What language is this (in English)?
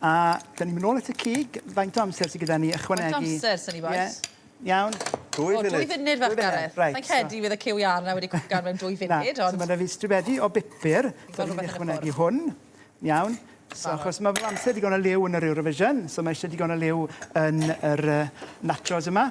Welsh